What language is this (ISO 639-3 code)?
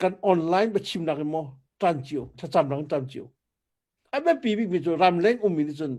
cnh